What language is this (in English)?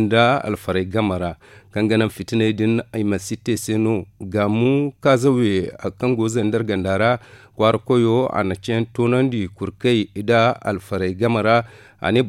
Zarma